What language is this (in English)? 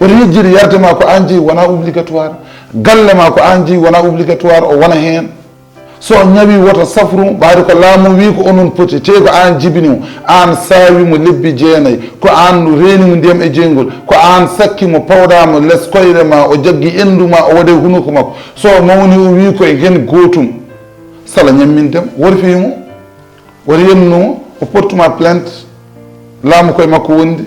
Fula